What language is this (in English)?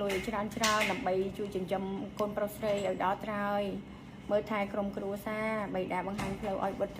Khmer